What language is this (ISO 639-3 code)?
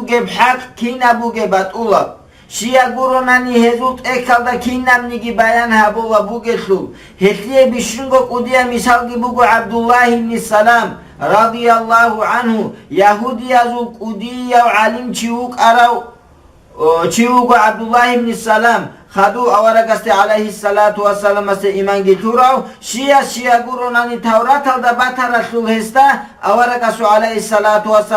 ava